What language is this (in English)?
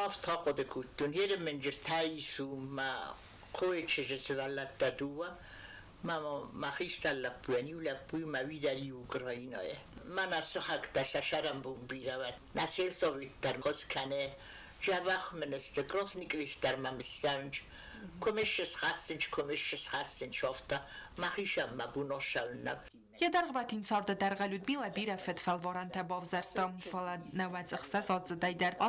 Ossetic